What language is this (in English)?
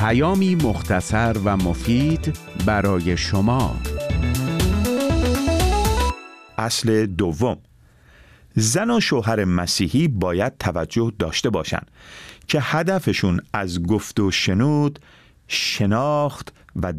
Persian